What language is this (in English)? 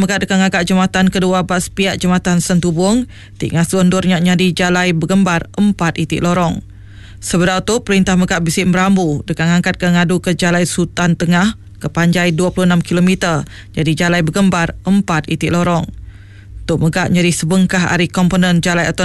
Iban